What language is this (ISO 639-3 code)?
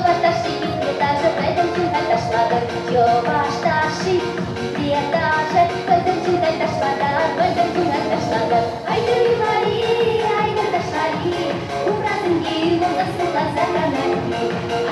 chv